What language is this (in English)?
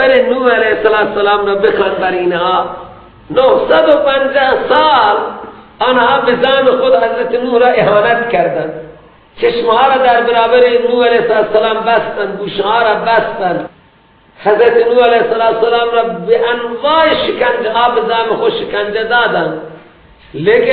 Persian